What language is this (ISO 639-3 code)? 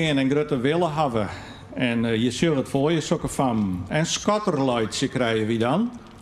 fry